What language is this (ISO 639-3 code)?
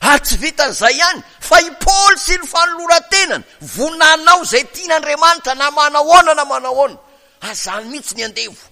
mlg